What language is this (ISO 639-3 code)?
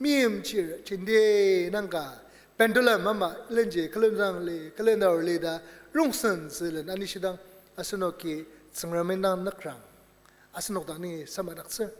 njo